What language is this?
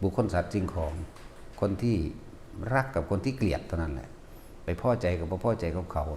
Lao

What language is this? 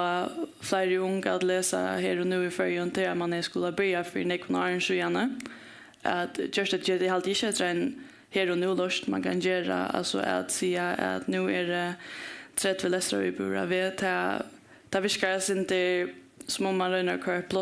Faroese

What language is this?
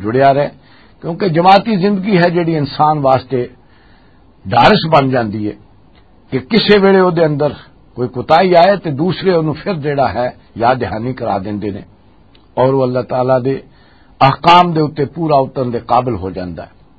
Western Panjabi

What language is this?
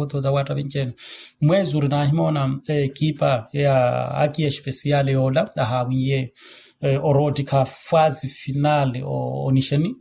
Makhuwa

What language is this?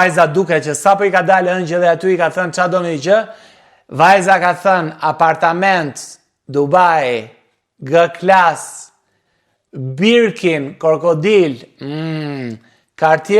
Albanian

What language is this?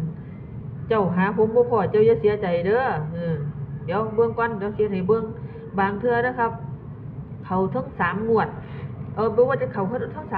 Northeastern Thai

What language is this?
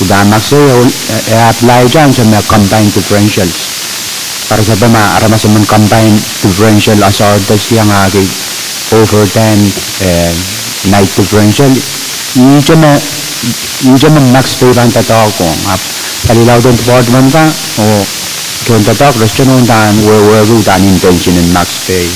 Pohnpeian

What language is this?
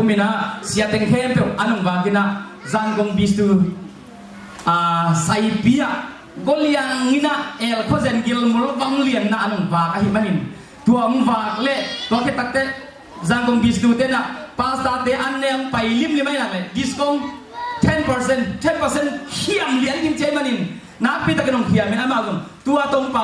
Tedim Chin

